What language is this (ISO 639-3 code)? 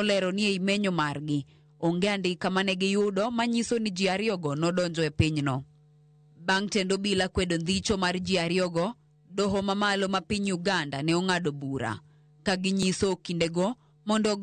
luo